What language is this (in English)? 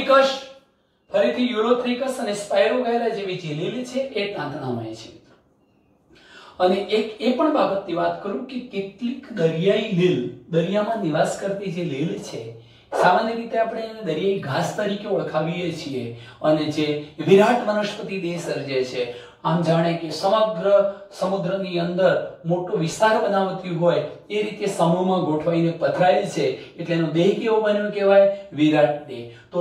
Gujarati